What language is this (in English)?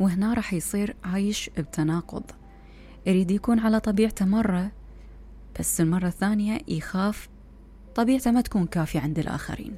Mesopotamian Arabic